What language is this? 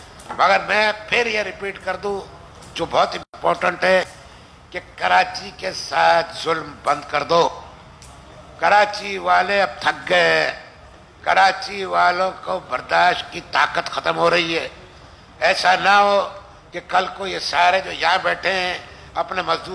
Urdu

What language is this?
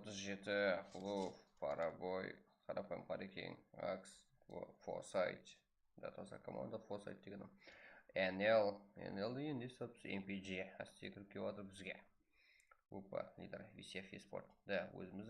Kara-Kalpak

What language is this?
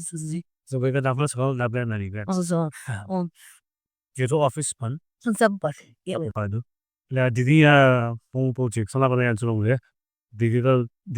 Newari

